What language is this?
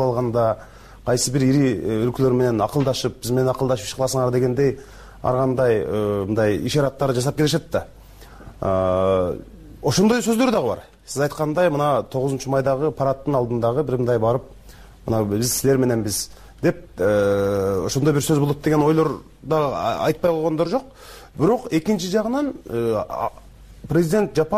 Kyrgyz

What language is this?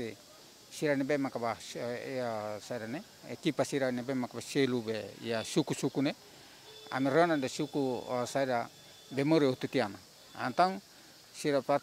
Tetum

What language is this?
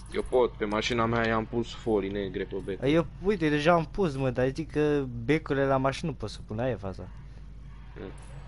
Romanian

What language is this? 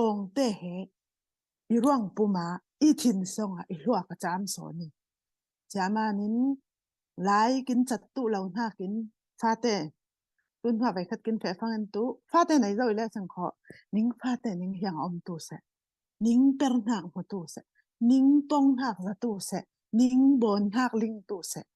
Falam Chin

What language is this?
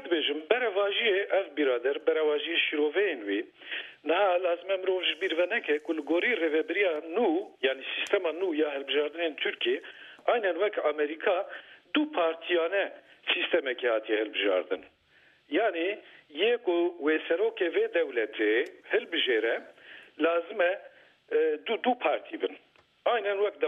Kurdish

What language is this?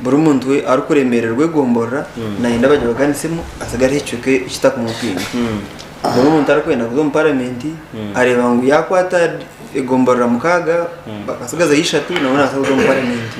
Nyankole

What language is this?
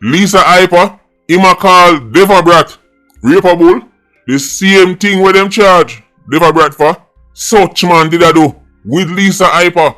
Jamaican Creole English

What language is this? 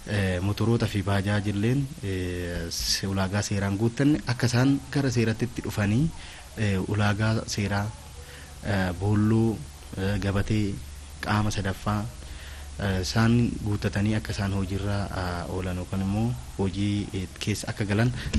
Oromo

